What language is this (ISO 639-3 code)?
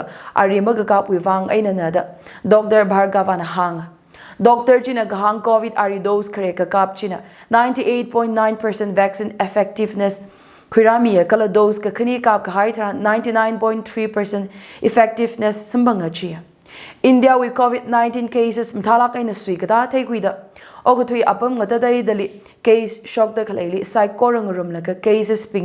nmf